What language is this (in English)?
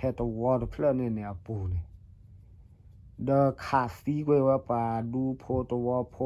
S'gaw Karen